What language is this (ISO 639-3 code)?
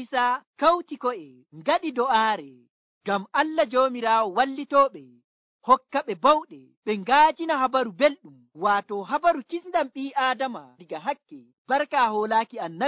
fuv